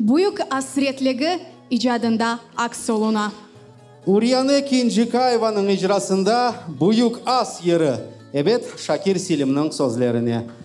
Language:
Crimean Tatar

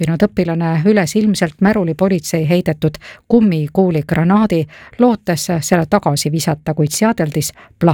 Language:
Estonian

